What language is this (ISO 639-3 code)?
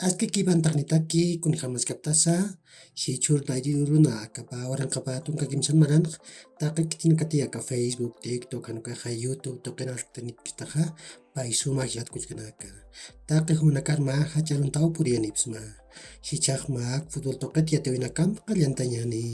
aym